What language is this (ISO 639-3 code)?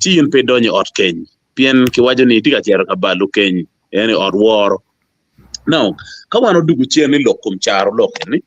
ach